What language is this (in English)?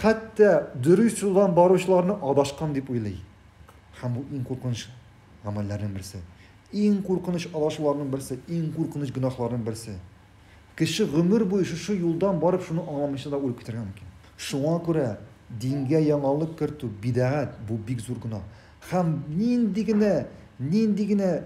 Tatar